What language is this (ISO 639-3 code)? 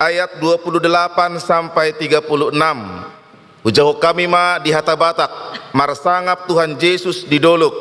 bbc